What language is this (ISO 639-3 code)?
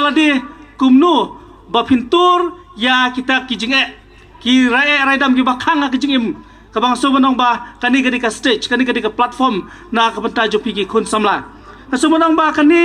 kha